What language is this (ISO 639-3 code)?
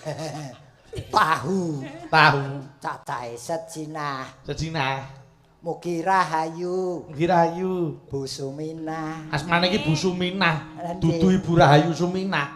jav